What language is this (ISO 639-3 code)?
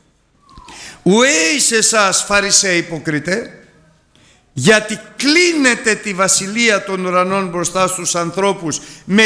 ell